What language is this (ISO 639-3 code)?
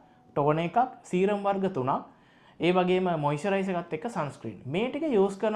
sin